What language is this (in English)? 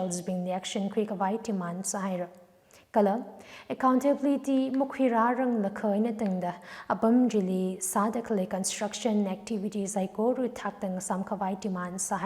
Tangkhul Naga (India)